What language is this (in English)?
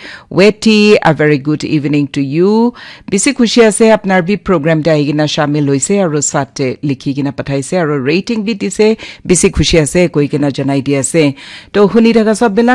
Naga Pidgin